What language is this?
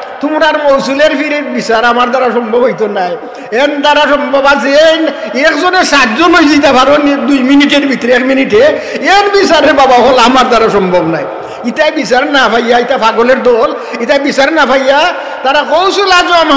Sylheti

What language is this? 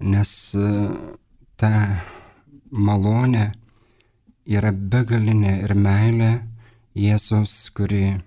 Lithuanian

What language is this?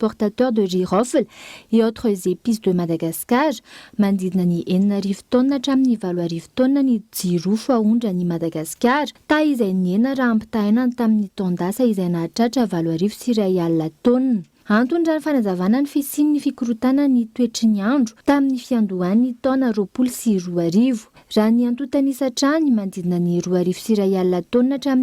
Malagasy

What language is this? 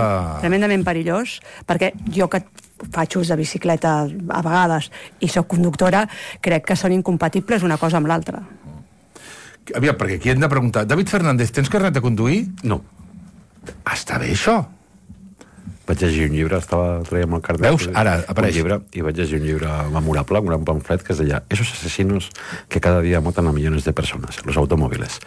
Catalan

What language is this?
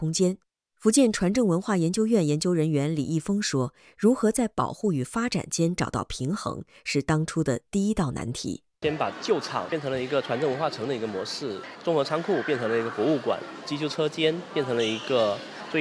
Chinese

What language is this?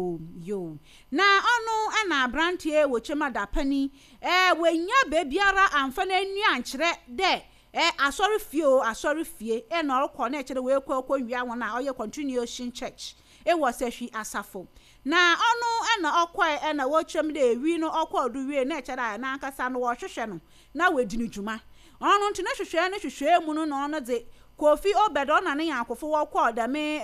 Akan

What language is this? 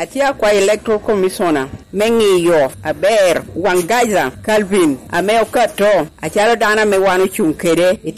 Lango (Uganda)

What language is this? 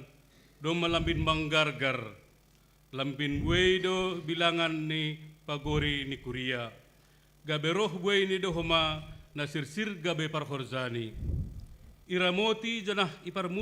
Batak Simalungun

